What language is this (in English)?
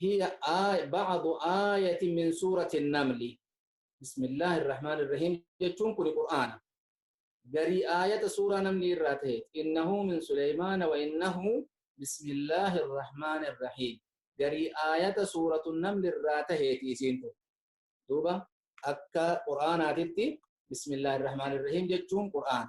Oromo